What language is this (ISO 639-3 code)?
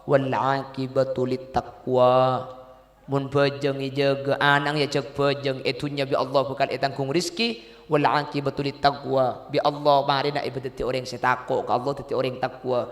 mad